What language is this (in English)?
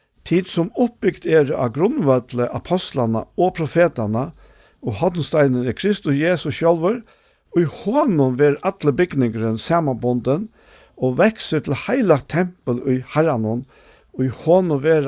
Faroese